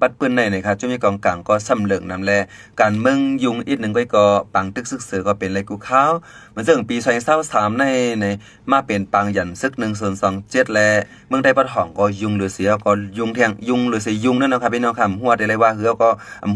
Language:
Shan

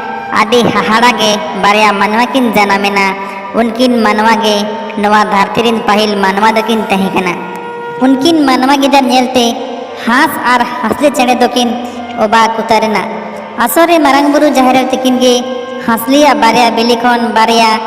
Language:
Santali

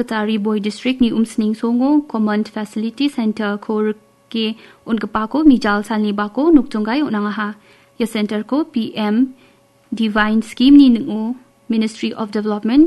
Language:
Garo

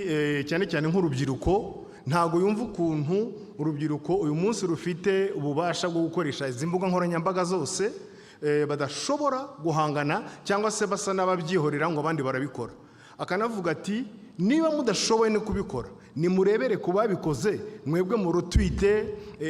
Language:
Kinyarwanda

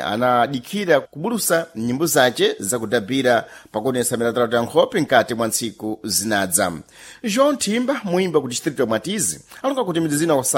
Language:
Sena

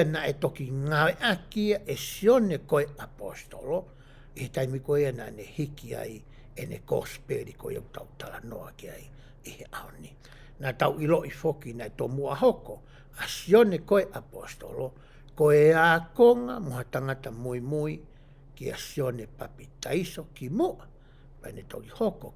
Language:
Tongan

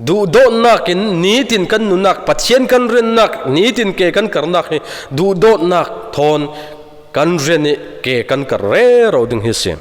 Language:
Falam Chin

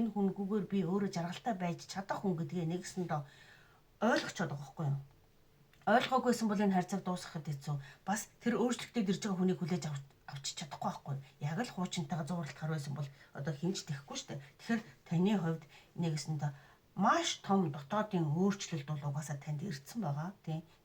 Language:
Mongolian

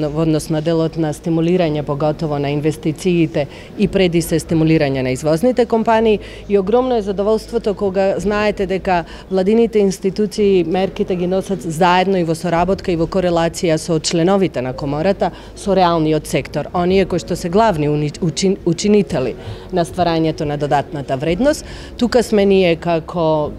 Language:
Macedonian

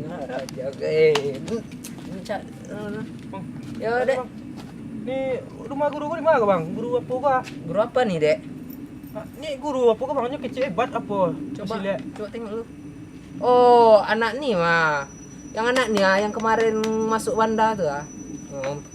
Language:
Minangkabau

